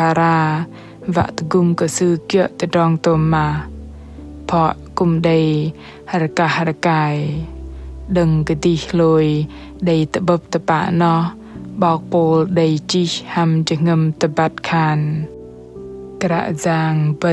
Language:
Bahnar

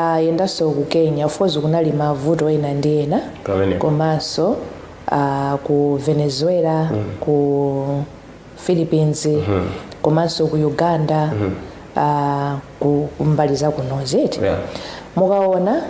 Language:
Nyanja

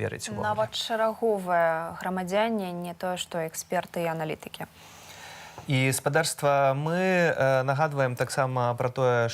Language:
Belarusian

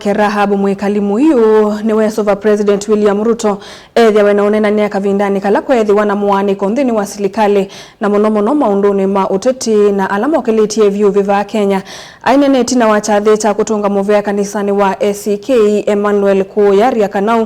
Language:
Kamba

